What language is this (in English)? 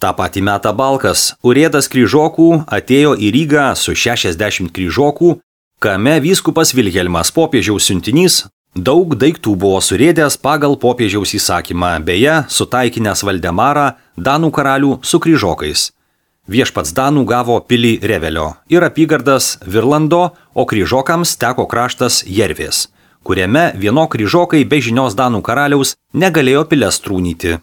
Lithuanian